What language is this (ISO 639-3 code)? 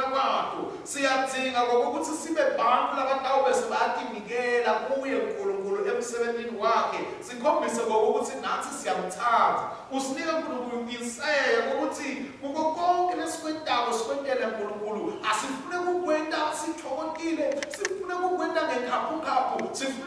ssw